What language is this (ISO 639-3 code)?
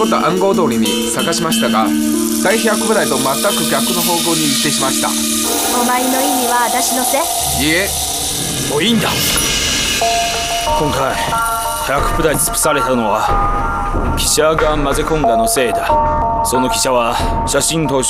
jpn